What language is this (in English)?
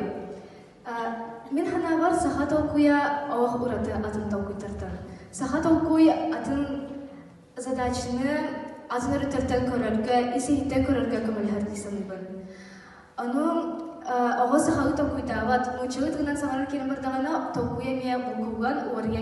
Yakut